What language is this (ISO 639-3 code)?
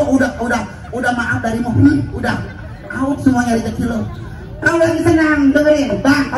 bew